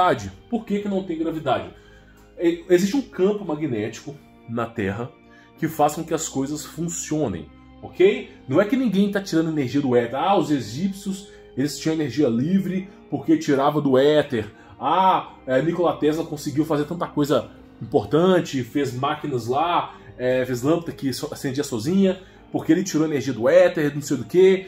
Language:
Portuguese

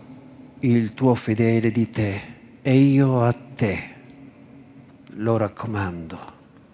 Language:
Italian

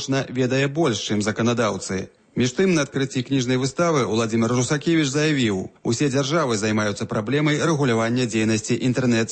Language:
Belarusian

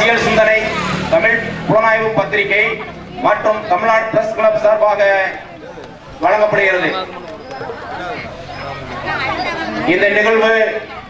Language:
Tamil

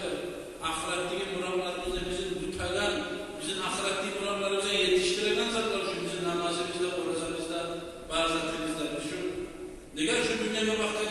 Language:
Kumyk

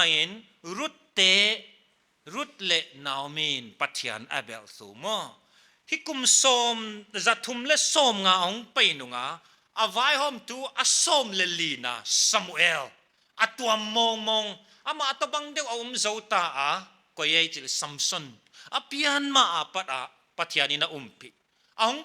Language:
Paite Chin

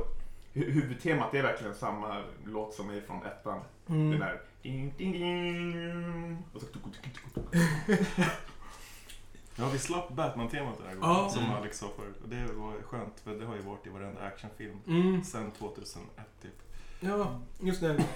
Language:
Swedish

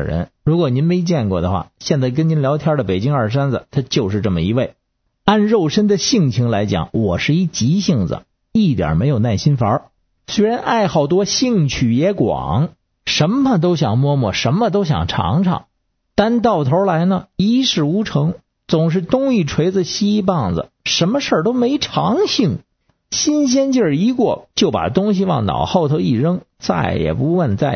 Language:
Chinese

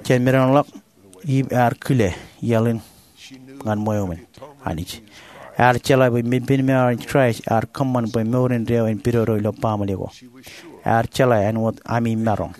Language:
Marshallese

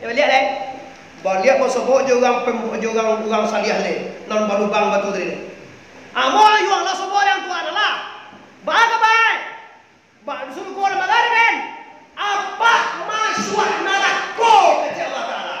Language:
Minangkabau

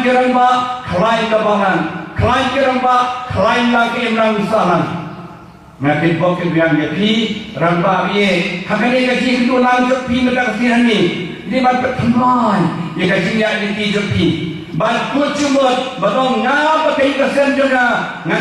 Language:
Khasi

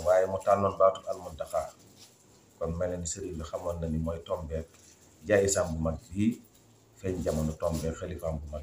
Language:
Wolof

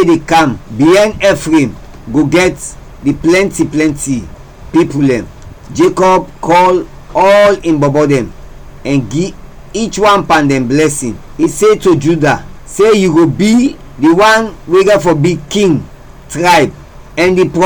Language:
Krio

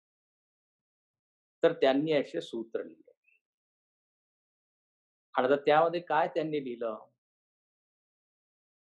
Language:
Marathi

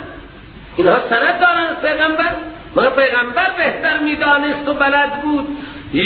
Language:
Persian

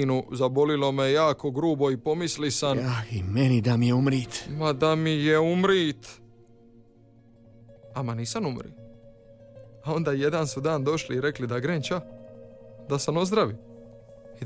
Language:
Croatian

